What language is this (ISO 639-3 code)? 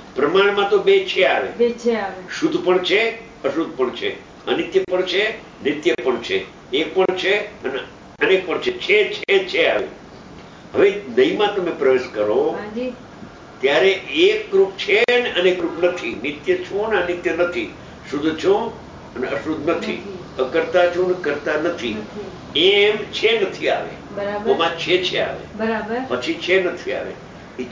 guj